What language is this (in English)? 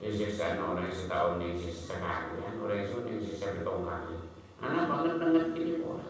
Madurese